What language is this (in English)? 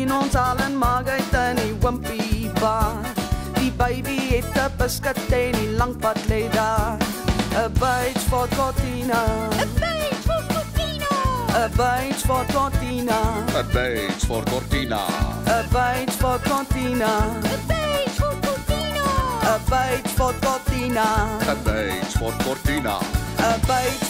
Afrikaans